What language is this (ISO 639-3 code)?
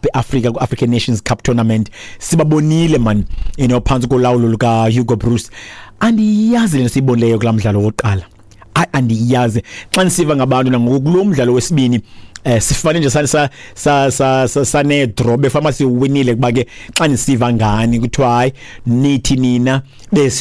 xho